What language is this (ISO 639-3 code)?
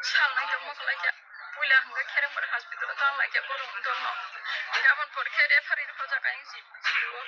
trp